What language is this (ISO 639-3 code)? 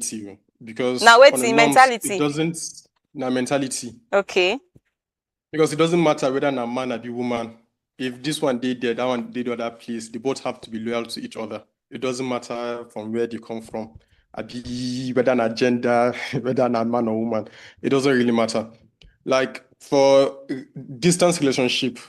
pcm